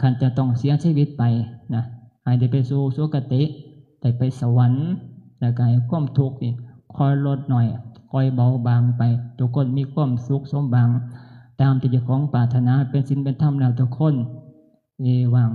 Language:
Northeastern Thai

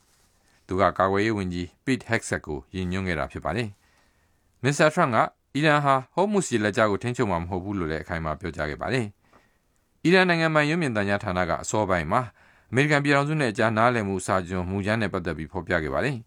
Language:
Burmese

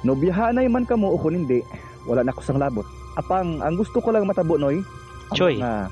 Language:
Hiligaynon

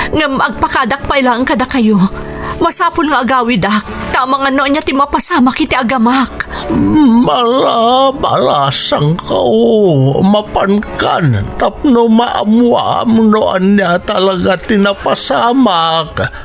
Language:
Iloko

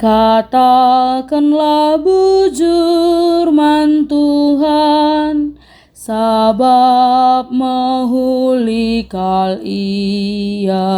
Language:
Batak Karo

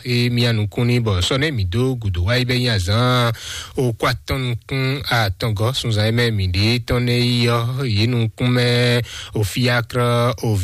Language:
Fon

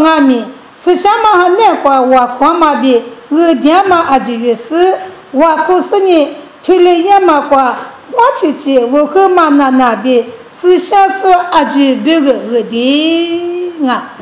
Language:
Lisu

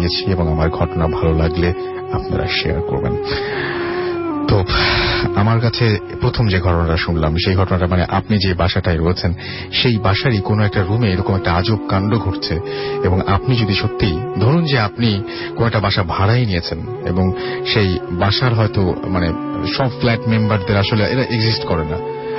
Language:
Bangla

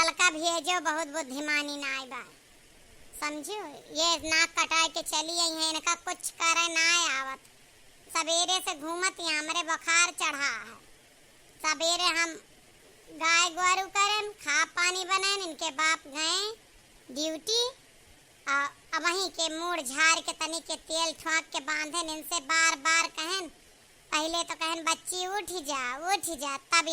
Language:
Awadhi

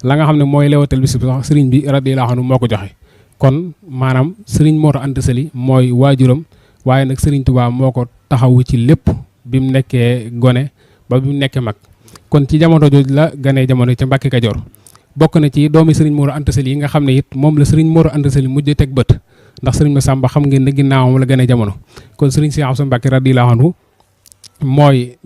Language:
Wolof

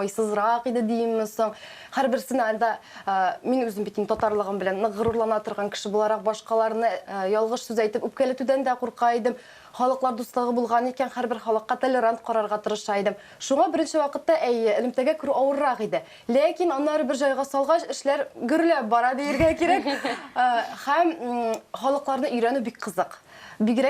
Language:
Tatar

